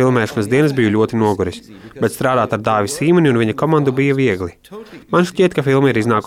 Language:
Latvian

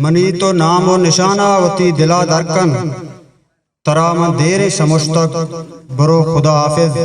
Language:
Eastern Balochi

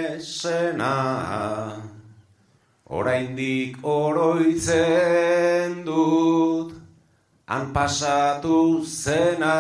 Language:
Basque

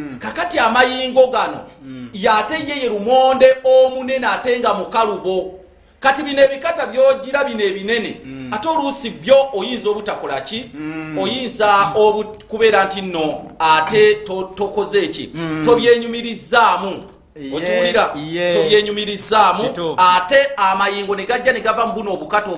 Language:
Ganda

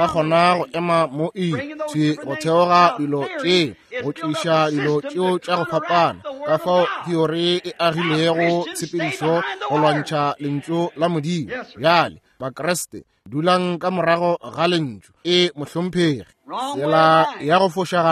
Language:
Northern Sotho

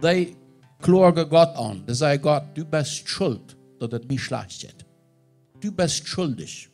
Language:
Plautdietsch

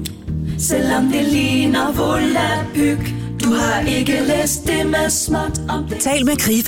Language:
Danish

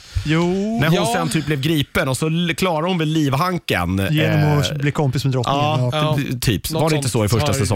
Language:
Swedish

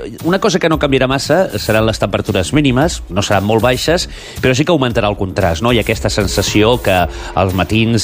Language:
Catalan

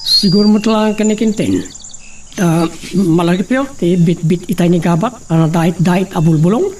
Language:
Iloko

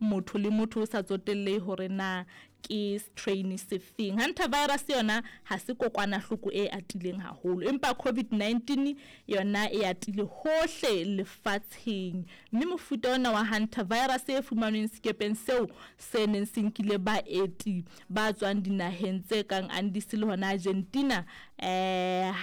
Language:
Southern Sotho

